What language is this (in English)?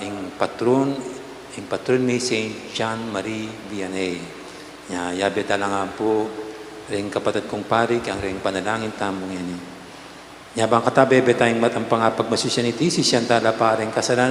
Pampanga